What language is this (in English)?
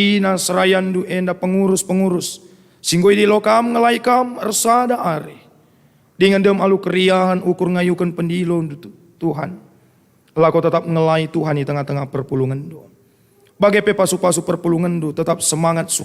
Batak Karo